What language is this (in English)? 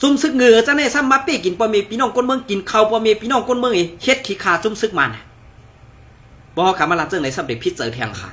Shan